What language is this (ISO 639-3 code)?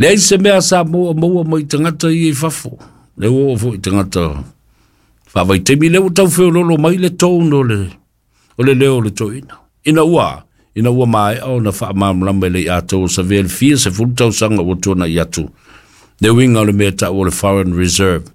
smo